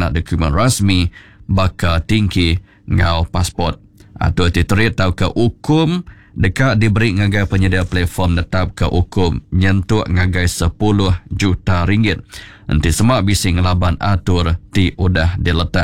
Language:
Iban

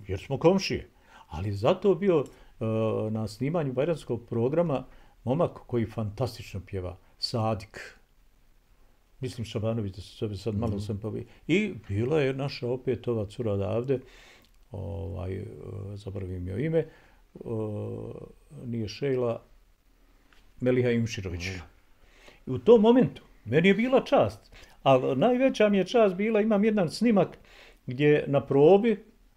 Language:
Bosnian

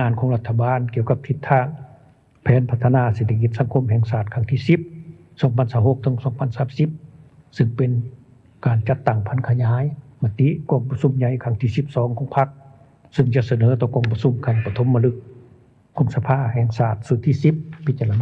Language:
Lao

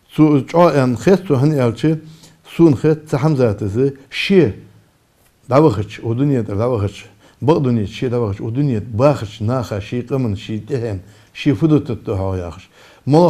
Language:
Ingush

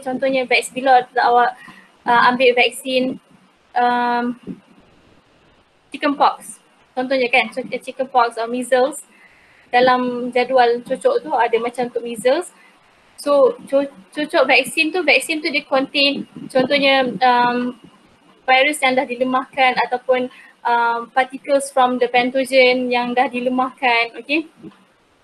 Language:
Malay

